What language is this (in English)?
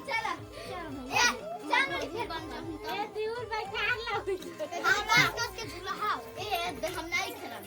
Chhattisgarhi